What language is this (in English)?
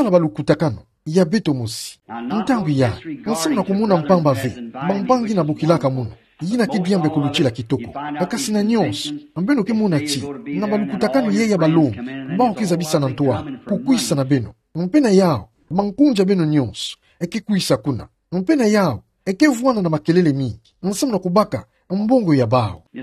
Kituba (Democratic Republic of Congo)